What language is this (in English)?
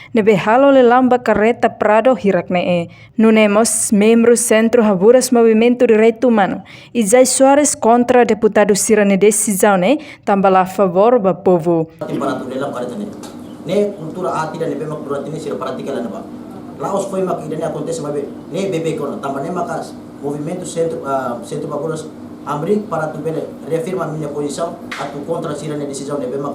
Tetum